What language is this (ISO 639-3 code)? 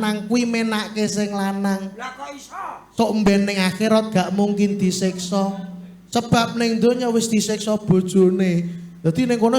jav